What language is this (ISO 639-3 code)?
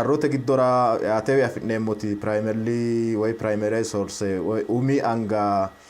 sid